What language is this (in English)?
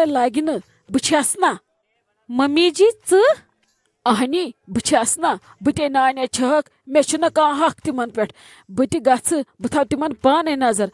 Kashmiri